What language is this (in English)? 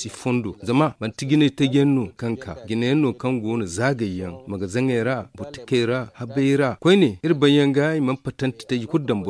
Zarma